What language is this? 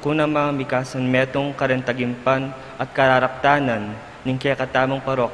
Pampanga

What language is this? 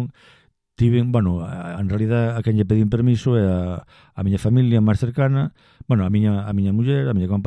Galician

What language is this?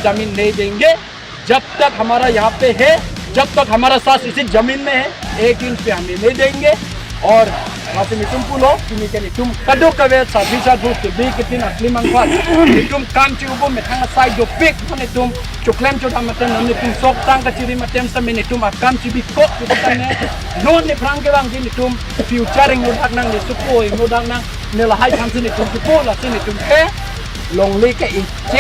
Karbi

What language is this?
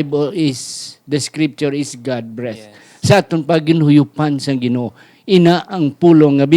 Hiligaynon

